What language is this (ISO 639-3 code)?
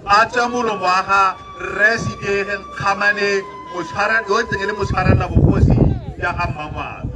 tsn